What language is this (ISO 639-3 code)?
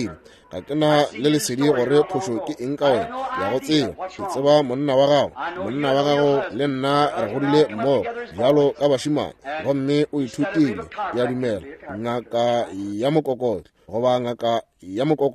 nso